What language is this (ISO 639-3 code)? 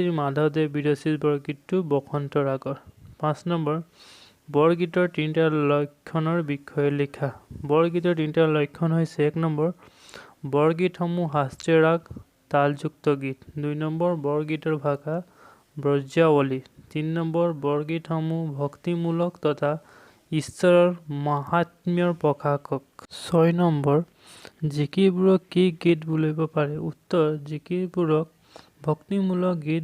asm